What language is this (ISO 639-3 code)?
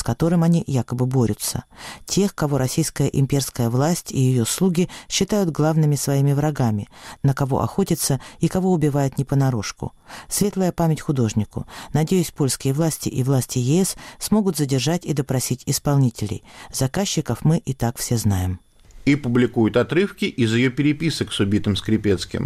rus